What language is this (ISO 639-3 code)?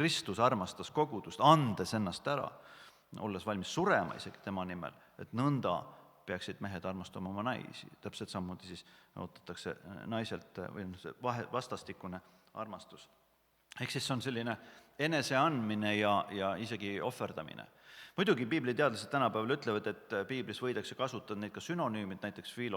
est